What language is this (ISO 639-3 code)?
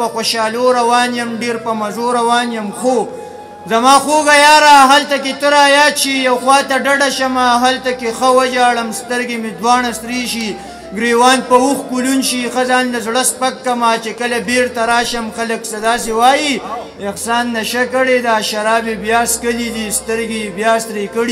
pus